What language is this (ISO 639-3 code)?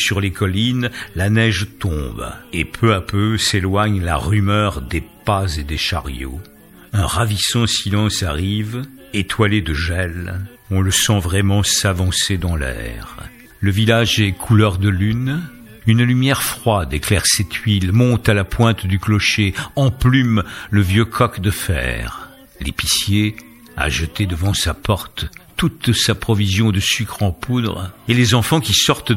fra